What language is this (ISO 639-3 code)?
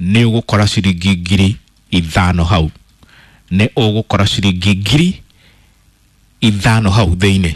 kik